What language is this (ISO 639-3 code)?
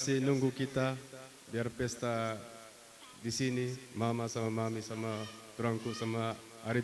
btx